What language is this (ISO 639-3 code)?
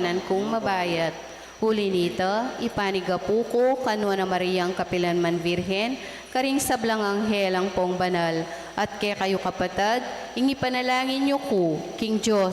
pam